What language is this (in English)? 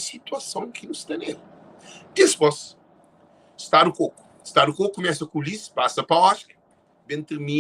Kabuverdianu